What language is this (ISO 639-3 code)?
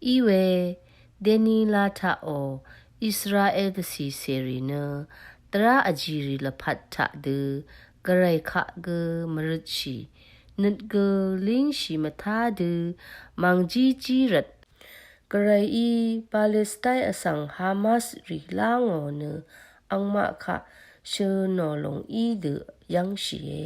raw